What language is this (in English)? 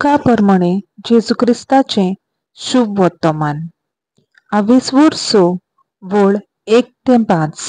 Konkani